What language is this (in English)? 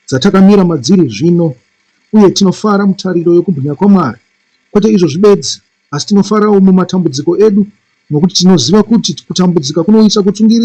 Shona